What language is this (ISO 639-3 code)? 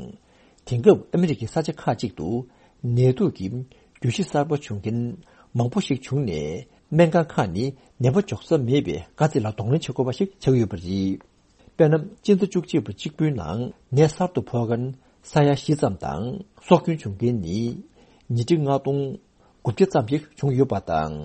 bod